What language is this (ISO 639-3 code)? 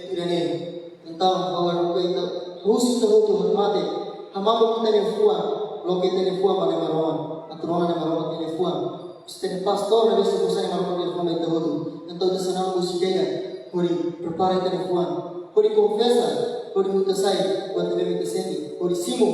tet